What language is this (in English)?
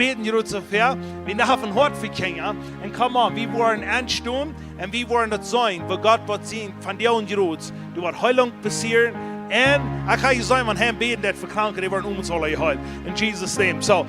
Plautdietsch